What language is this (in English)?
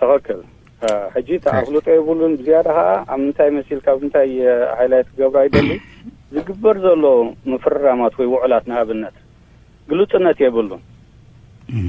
Tigrinya